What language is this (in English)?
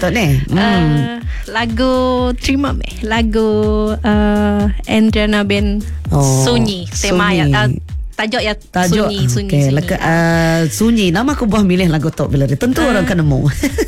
Iban